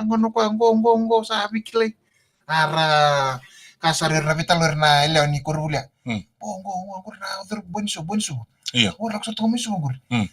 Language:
Fijian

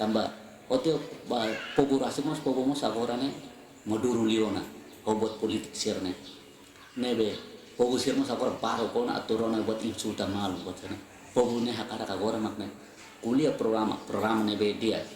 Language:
Tetum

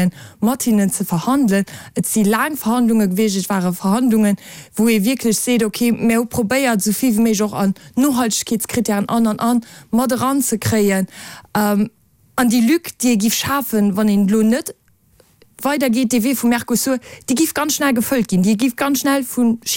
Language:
Luxembourgish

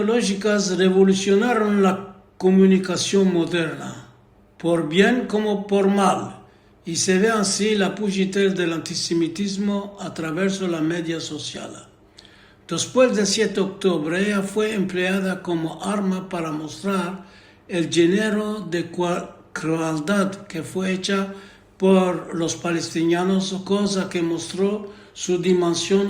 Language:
Ladino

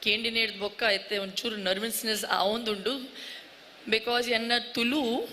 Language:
Tulu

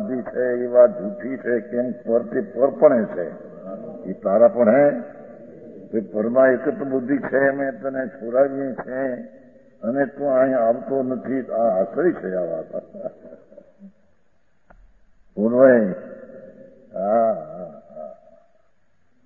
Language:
Gujarati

